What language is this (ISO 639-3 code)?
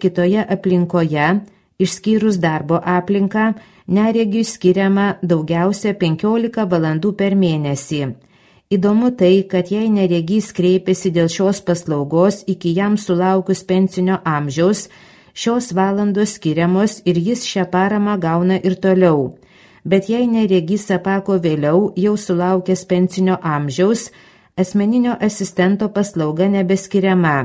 lit